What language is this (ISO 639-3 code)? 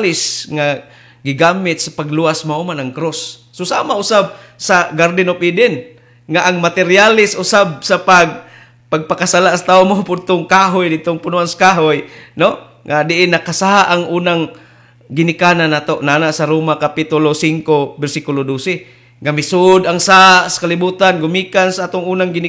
ceb